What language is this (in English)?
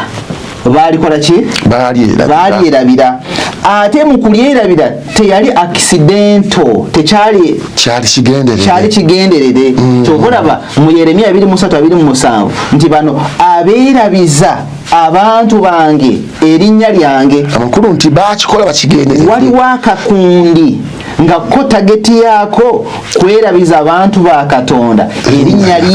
Ganda